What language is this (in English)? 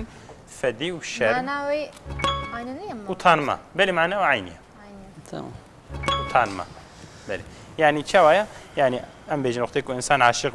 Kurdish